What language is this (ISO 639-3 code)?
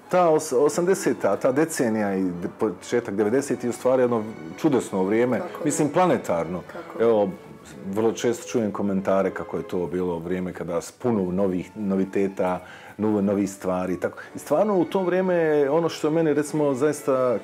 bos